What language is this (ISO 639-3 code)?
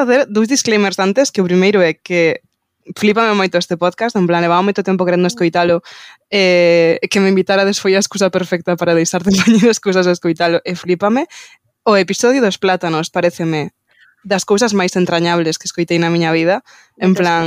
glg